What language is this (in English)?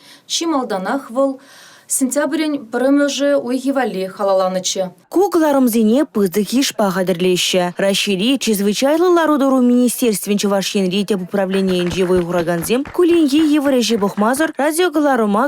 Chuvash